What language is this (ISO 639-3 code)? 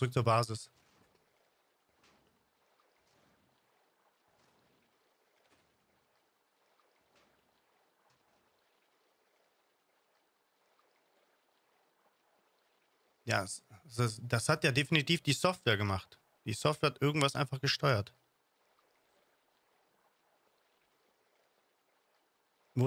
deu